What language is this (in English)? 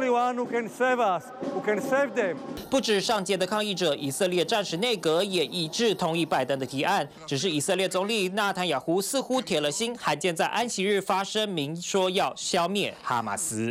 Chinese